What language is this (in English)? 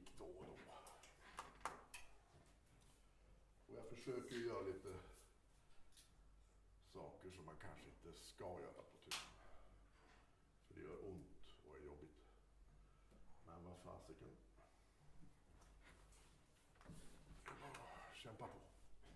Swedish